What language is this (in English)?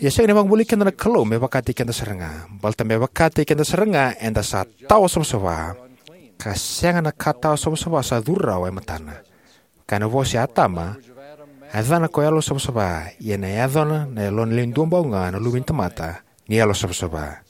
Fijian